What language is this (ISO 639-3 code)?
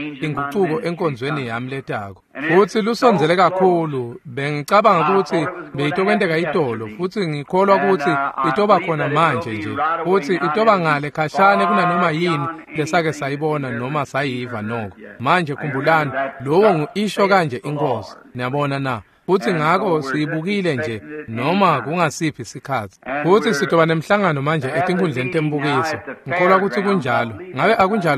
ssw